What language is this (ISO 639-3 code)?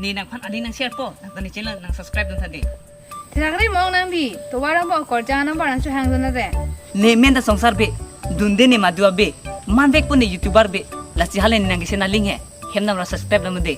mjw